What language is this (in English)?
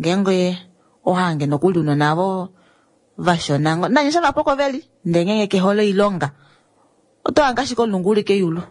Kuanyama